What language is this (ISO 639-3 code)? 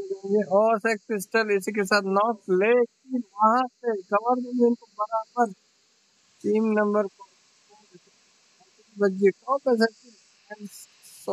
hin